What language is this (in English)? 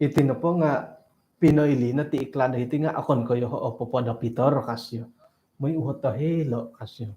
Central Dusun